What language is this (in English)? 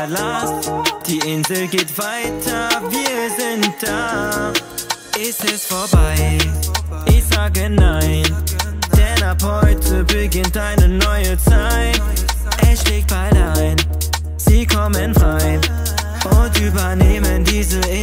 German